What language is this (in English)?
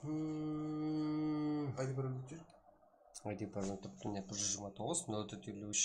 Kara-Kalpak